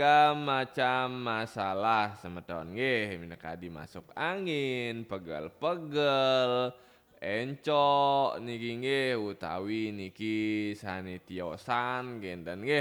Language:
Balinese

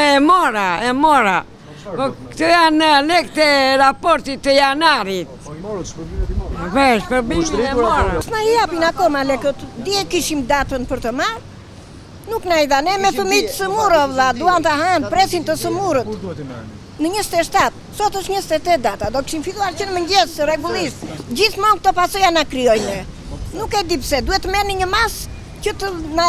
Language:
Albanian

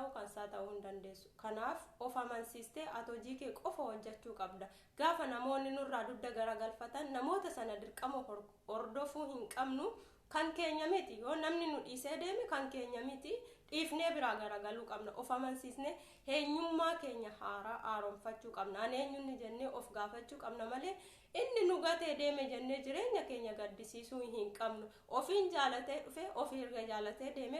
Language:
Oromo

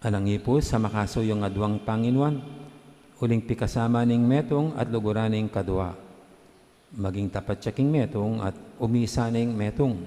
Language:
Pampanga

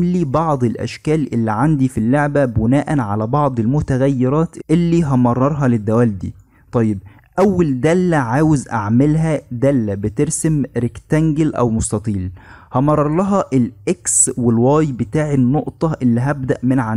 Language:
Egyptian Arabic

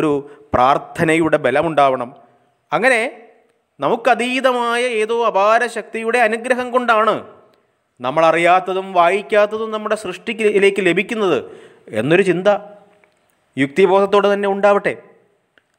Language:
Malayalam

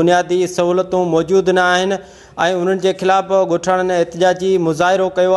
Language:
Sindhi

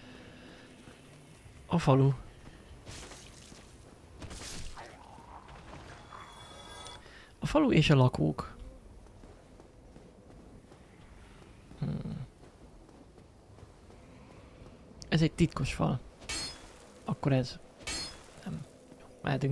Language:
Hungarian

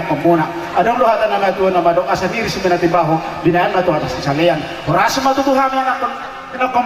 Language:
Batak Toba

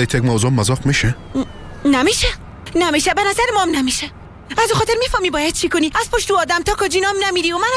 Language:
Persian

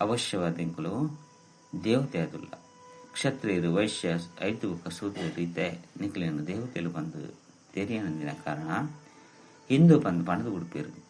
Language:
Tulu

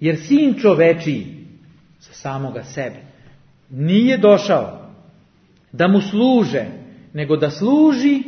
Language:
Serbian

